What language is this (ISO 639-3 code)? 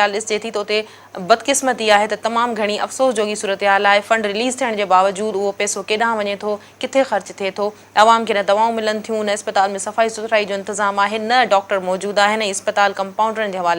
snd